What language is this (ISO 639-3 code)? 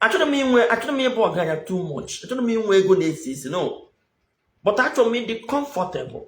ibo